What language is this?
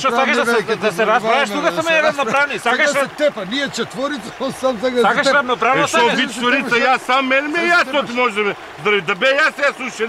Macedonian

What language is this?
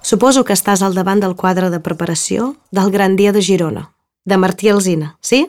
Catalan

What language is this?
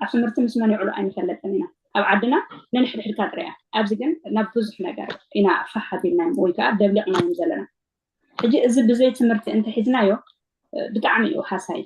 Tigrinya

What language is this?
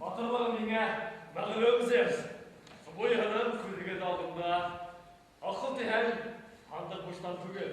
Bashkir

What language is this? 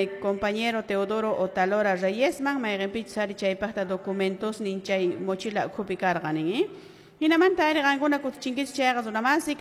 Quechua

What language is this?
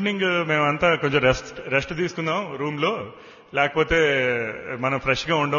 Telugu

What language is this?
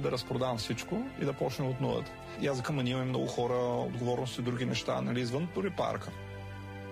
Bulgarian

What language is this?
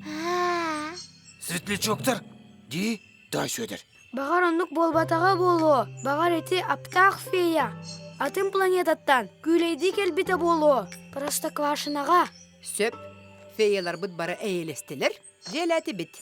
Yakut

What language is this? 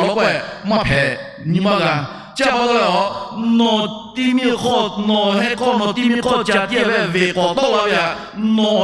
Lahu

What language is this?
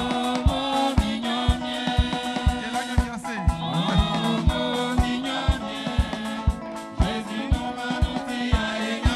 Baoulé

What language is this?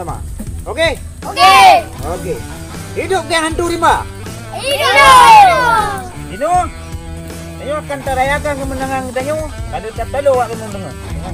Achinese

